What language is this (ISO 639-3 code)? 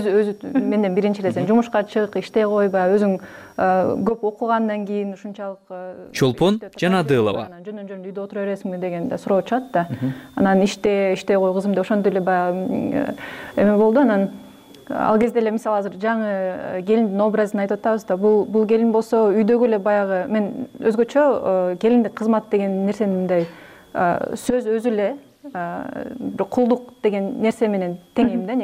kir